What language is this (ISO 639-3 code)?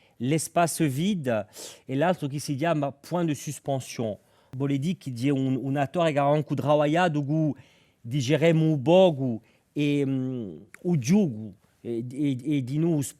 cos